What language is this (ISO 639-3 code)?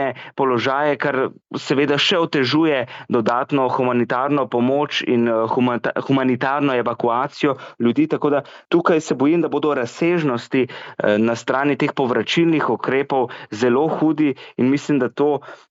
slv